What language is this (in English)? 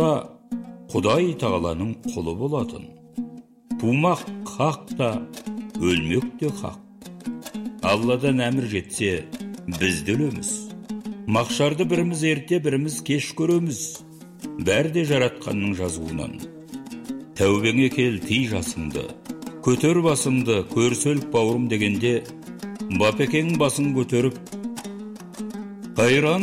Kazakh